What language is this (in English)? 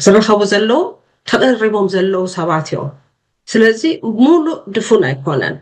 Tigrinya